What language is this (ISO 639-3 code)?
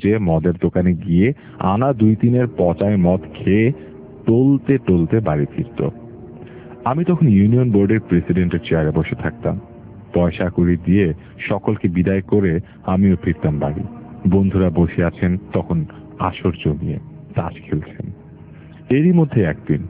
ben